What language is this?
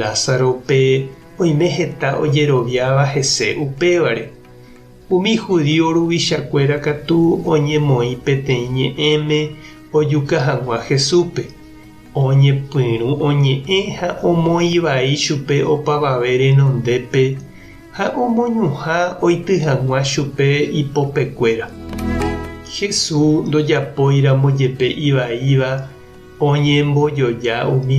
Guarani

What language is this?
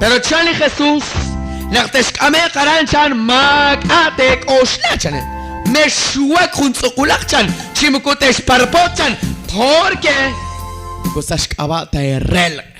Kekchí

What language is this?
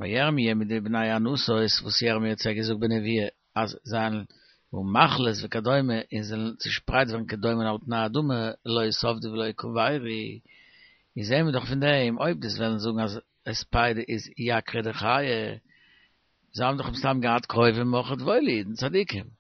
Yiddish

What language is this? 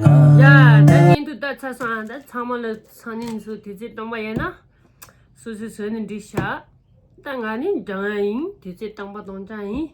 Tibetan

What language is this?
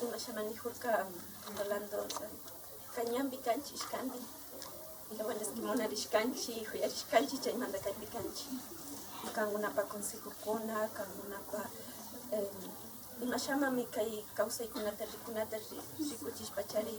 Imbabura Highland Quichua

